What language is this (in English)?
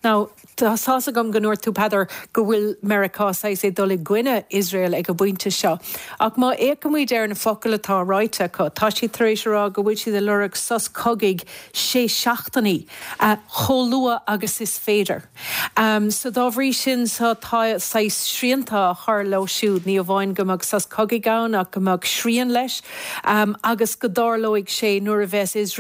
Irish